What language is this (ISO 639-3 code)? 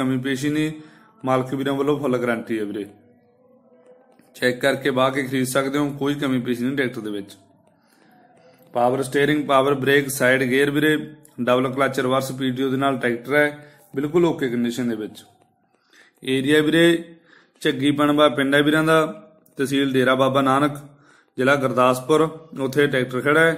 pan